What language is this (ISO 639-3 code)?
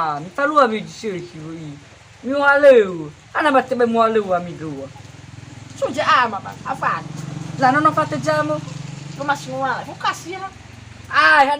nia